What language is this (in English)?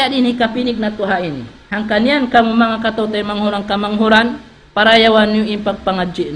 Tausug